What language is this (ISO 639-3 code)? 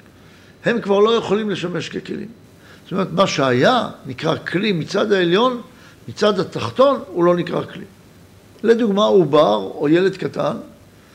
heb